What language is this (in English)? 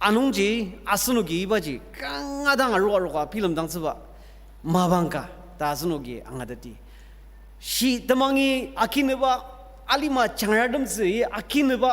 Ao Naga